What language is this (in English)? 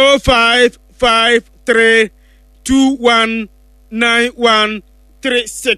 Akan